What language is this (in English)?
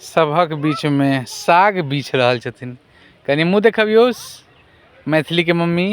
Maithili